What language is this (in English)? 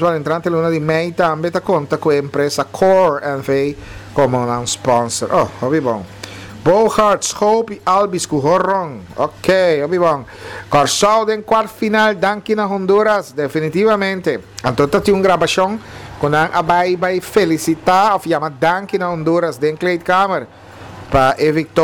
Papiamento